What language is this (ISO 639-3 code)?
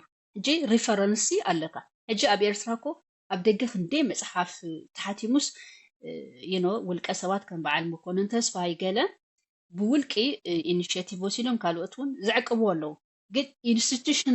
tir